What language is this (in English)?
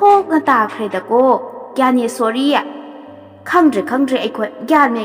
Manipuri